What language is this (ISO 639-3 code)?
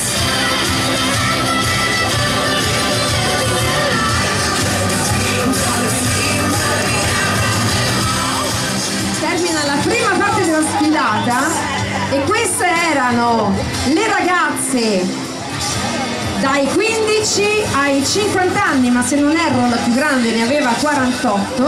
ita